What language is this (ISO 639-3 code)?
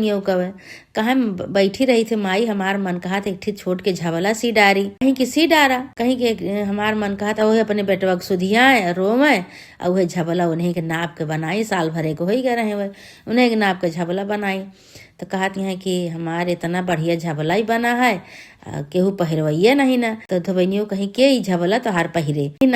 awa